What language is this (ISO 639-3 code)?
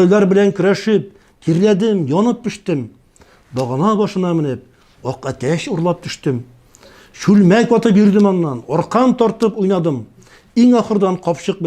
tat